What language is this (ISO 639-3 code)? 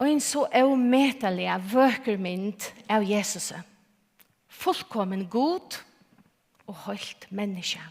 fao